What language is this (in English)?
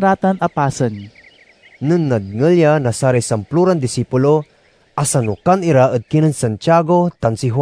Pangasinan